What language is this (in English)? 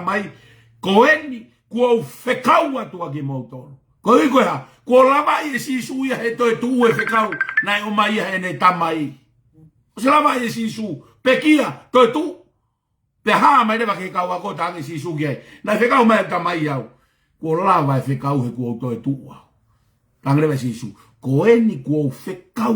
Tongan